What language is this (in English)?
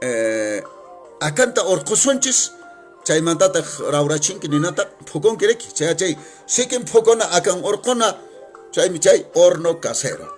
Quechua